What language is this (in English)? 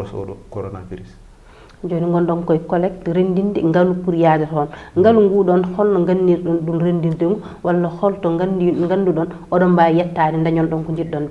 Fula